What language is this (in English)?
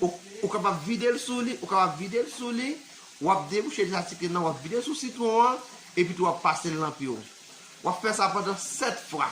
Haitian Creole